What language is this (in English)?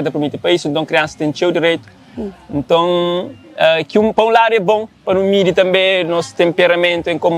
Kabuverdianu